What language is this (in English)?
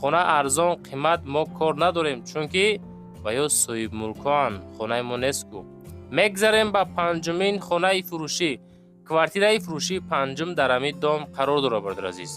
Tajik